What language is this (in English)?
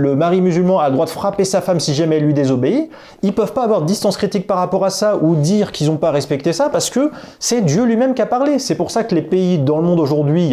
French